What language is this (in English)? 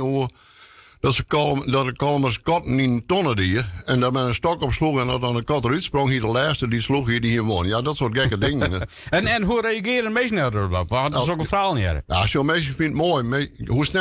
Western Frisian